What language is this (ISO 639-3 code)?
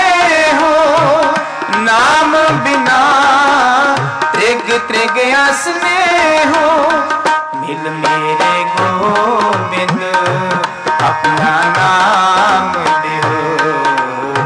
pan